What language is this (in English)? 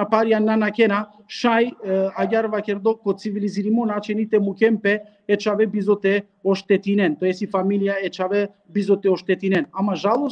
Balkan Romani